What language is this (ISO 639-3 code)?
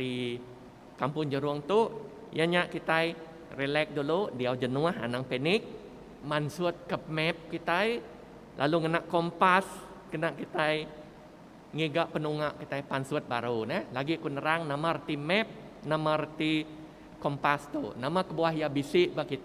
iba